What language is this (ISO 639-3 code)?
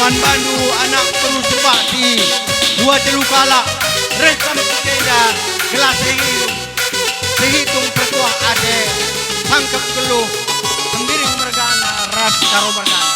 btx